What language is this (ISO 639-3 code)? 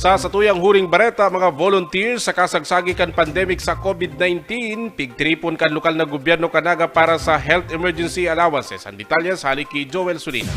bik